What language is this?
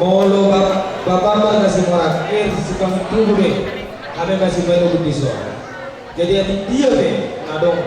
Batak Toba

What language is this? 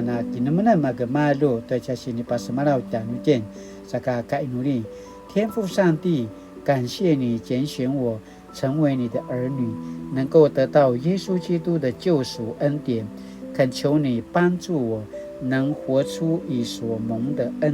Paiwan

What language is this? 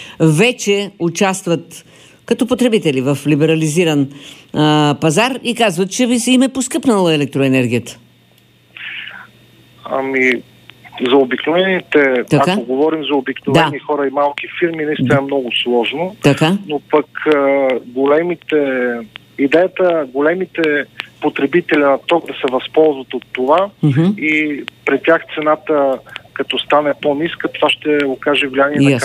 Bulgarian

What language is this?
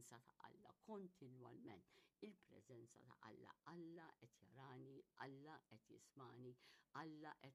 Maltese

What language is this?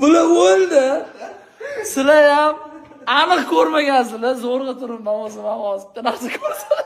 Uzbek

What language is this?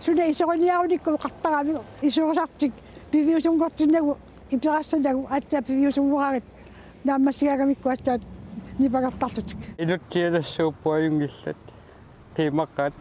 Kalaallisut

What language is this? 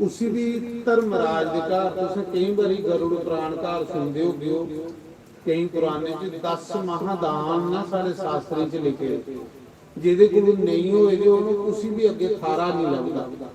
Dogri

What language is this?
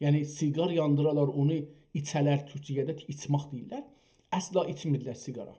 South Azerbaijani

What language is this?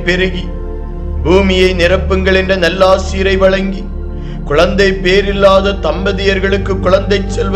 Tamil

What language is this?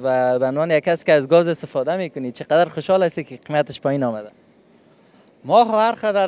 Persian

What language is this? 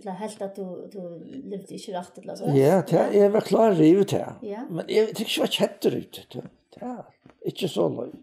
Faroese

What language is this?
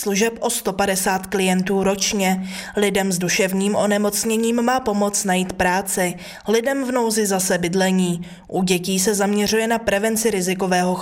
Czech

